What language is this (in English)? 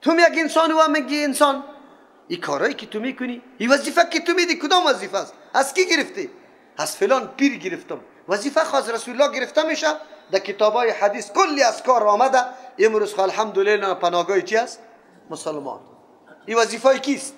Persian